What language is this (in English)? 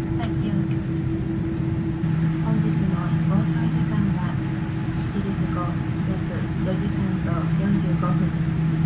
Japanese